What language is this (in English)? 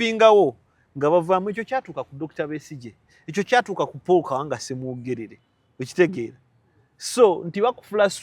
Ganda